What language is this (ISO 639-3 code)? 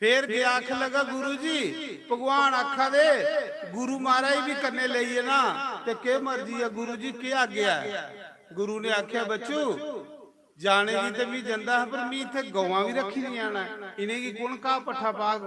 doi